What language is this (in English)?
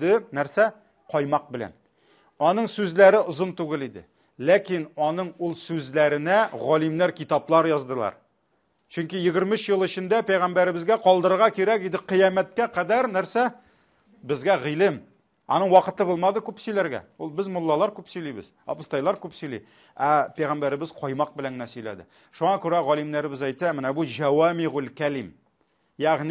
Tatar